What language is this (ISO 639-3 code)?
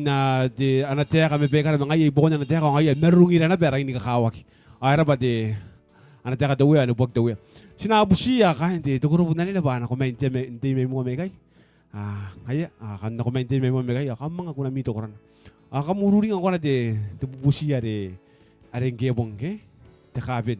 gil